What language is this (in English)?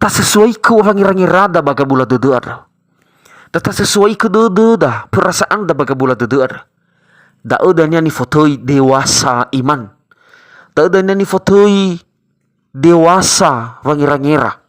Nias